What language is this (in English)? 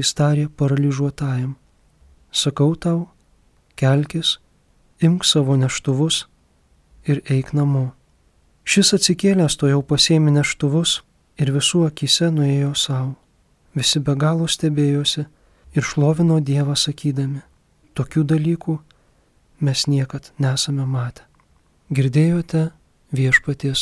Lithuanian